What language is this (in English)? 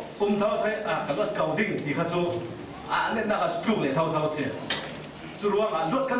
Falam Chin